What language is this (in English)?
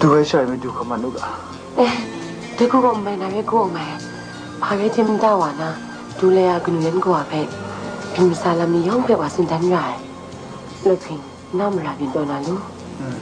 Kachin